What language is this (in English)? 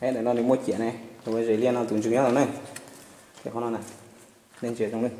Hmong